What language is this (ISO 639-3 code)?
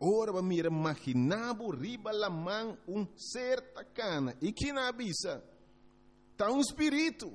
pap